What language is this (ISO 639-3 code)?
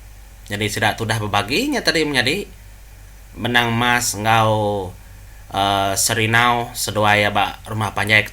iba